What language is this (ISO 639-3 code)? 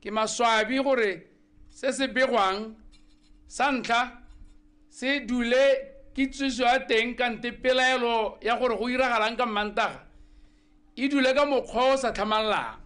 tsn